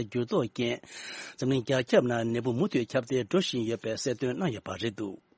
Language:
Tibetan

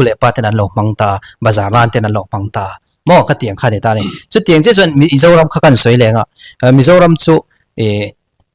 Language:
Mizo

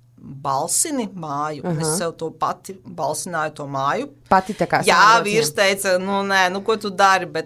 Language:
Latvian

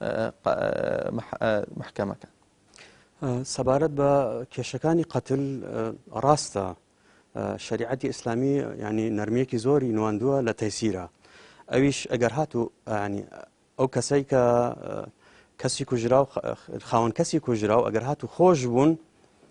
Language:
Central Kurdish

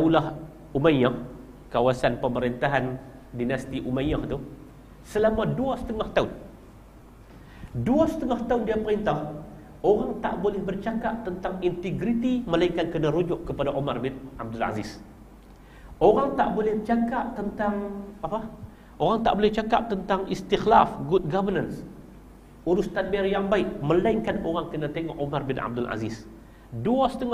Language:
Malay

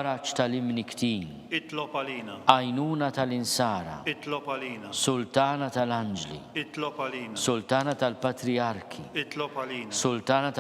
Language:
Maltese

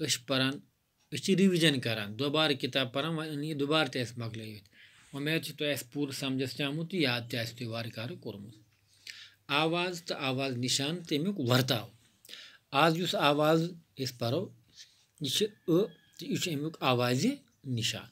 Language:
Kashmiri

